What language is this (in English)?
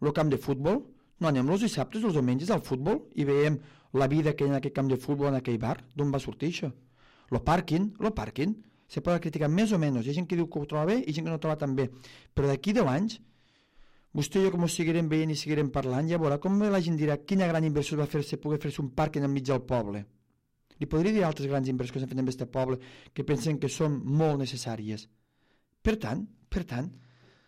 Catalan